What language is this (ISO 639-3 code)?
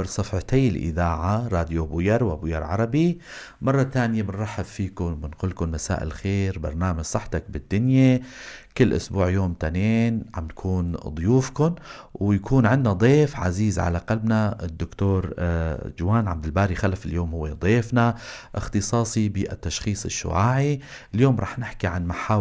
apc